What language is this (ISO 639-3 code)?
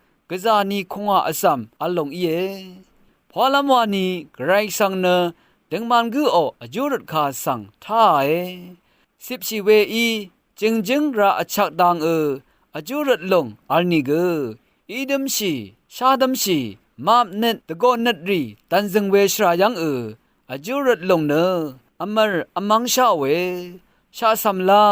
raw